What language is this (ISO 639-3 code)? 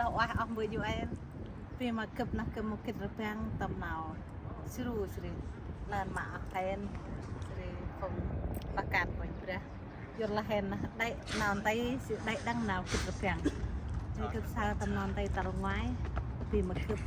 cmo